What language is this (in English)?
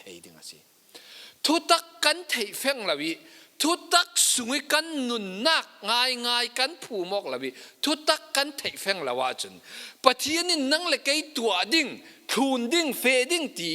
Falam Chin